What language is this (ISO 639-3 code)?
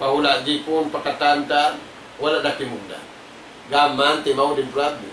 tsg